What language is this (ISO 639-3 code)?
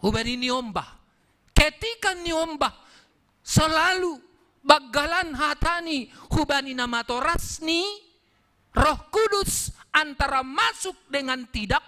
bts